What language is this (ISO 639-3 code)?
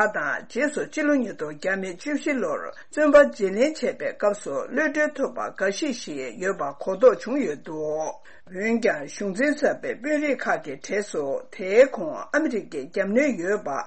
bod